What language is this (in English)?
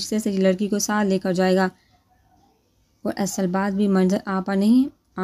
Urdu